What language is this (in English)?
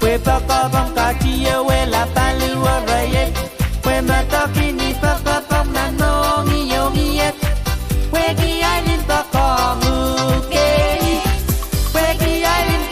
Pohnpeian